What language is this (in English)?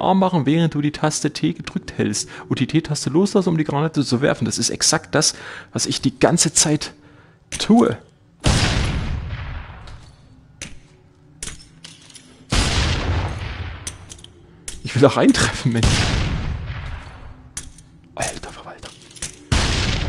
German